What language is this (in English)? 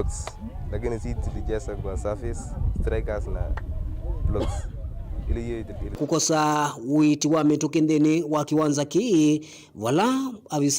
Kamba